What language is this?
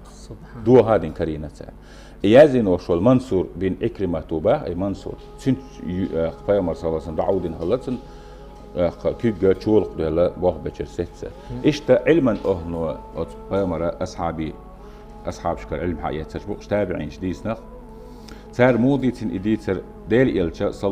Chechen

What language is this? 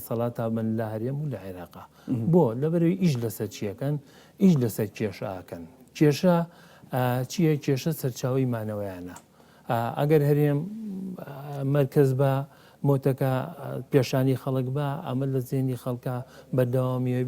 Central Kurdish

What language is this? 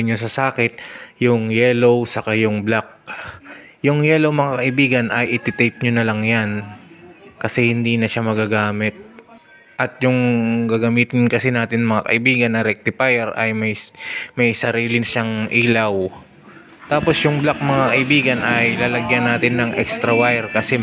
Filipino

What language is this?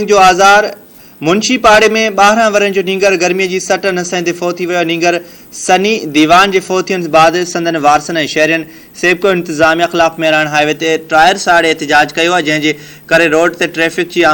Sindhi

